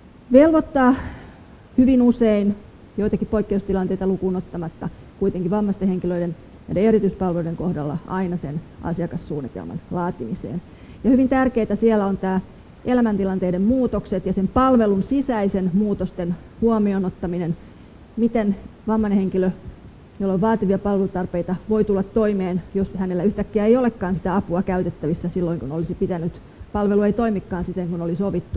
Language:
Finnish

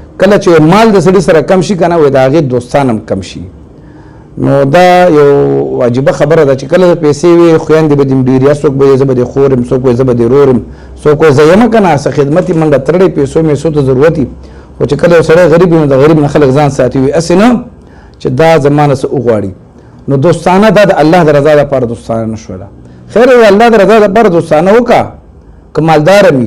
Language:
Pashto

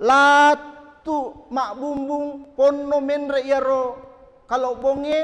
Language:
Buginese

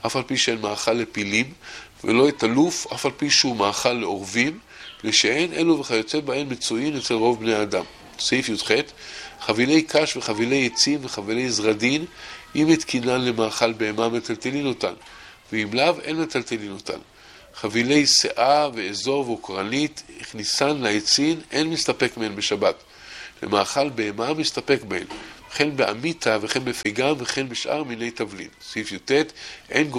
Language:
Hebrew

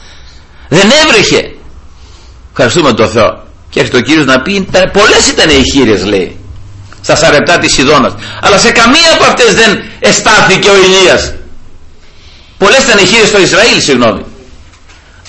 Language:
Greek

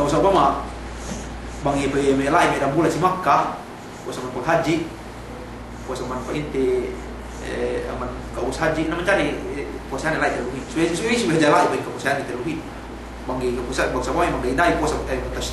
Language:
Yakan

